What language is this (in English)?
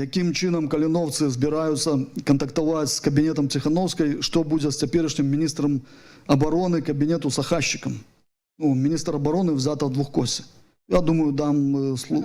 Belarusian